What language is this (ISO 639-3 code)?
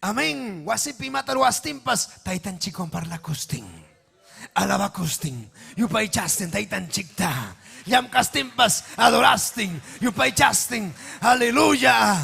quy